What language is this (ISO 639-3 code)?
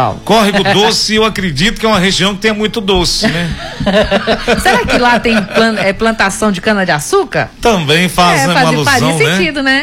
por